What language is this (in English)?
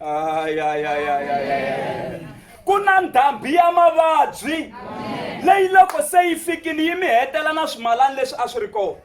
Tsonga